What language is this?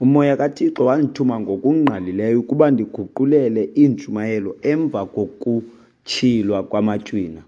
Xhosa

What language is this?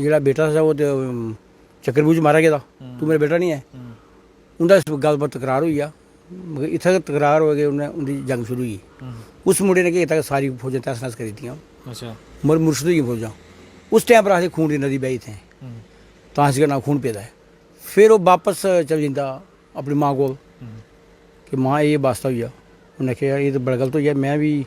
Dogri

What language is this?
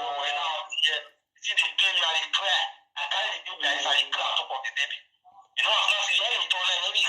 Nigerian Pidgin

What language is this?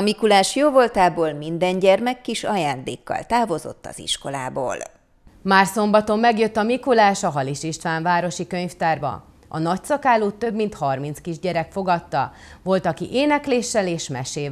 Hungarian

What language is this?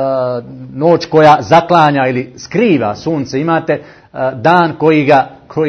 Bosnian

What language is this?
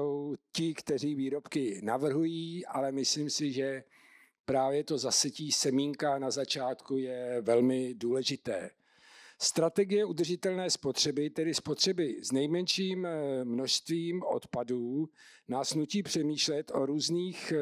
Czech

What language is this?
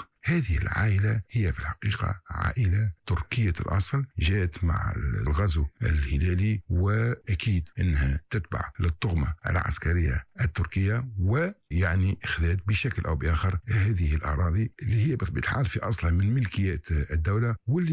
Tunisian Arabic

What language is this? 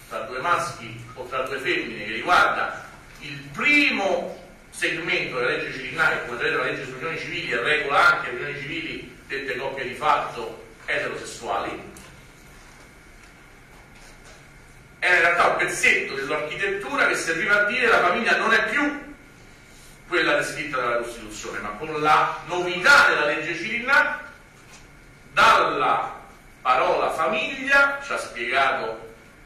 Italian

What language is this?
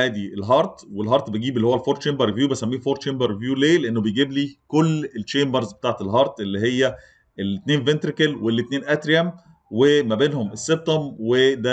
Egyptian Arabic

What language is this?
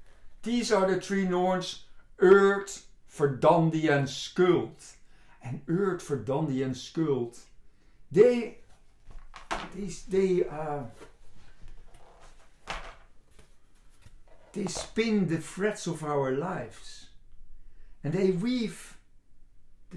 English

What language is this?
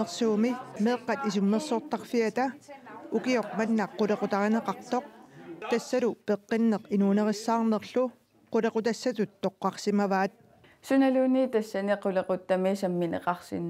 Kalaallisut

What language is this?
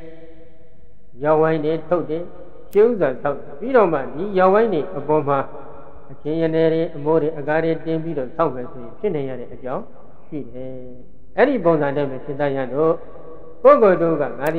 Burmese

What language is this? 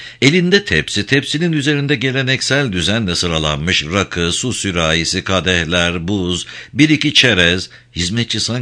Turkish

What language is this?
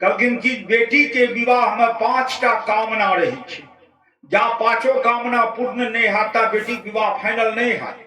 Maithili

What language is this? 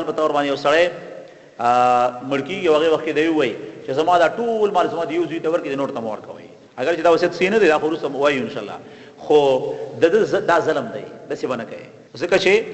Pashto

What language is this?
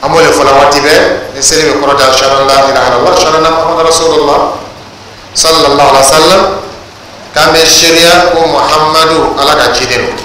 Dyula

